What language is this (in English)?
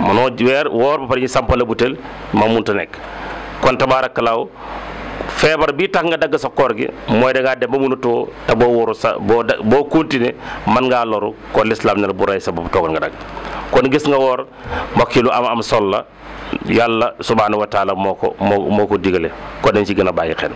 Wolof